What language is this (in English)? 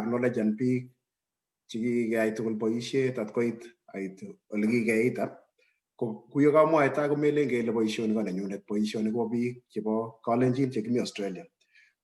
Kalenjin